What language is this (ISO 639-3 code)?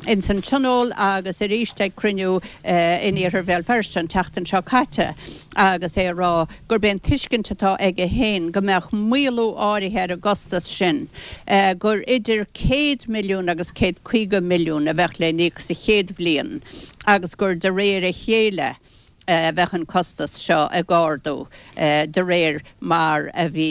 gle